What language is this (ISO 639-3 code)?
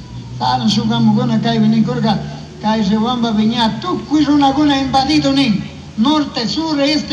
qug